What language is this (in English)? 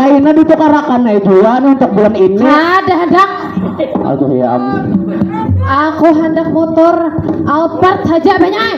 Banjar